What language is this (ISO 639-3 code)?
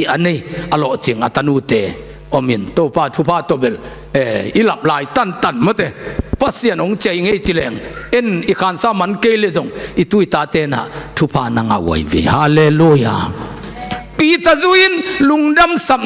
ctd